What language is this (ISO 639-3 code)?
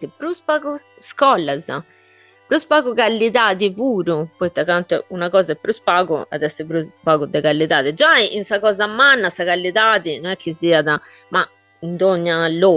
srd